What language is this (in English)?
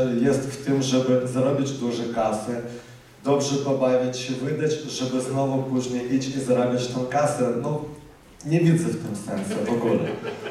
Polish